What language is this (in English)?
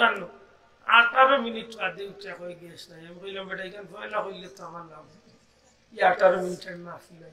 Sylheti